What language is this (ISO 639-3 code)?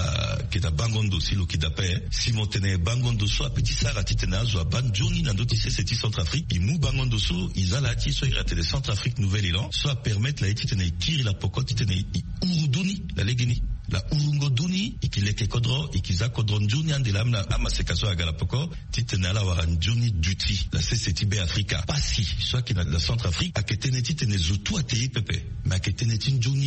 sag